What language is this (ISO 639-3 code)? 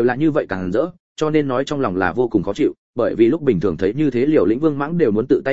vie